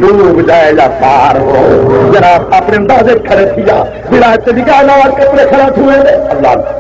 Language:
Saraiki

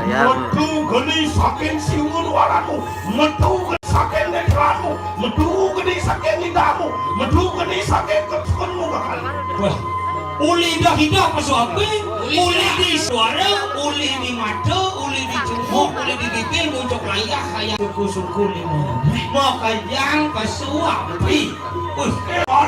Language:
Balinese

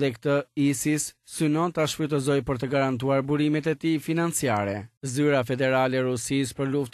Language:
Albanian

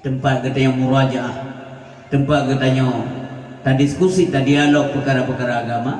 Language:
Achinese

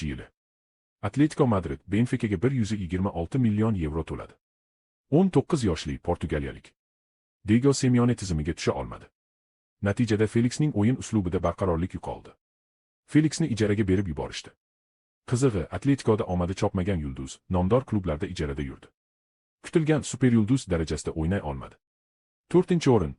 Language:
Uzbek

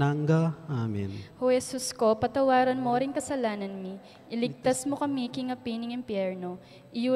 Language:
Pampanga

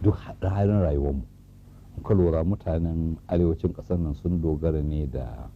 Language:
Hausa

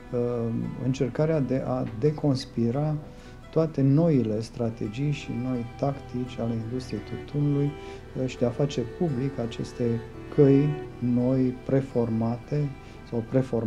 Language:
Romanian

